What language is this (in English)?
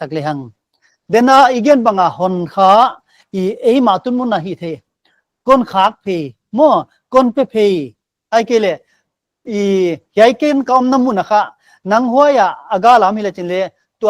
Paite Chin